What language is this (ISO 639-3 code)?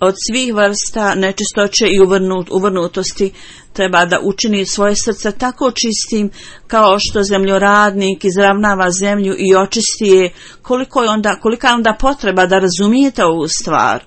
bos